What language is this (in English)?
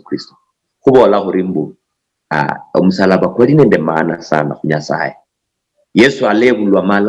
Luyia